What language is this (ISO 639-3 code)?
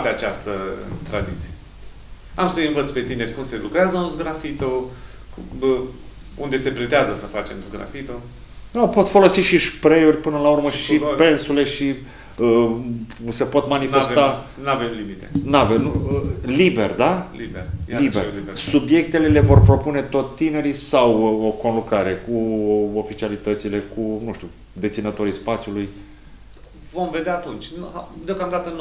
ron